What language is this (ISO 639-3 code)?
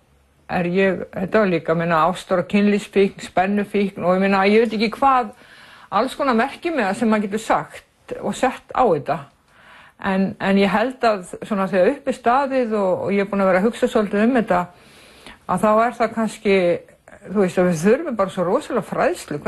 isl